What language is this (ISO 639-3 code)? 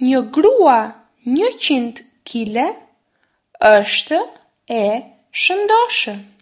sqi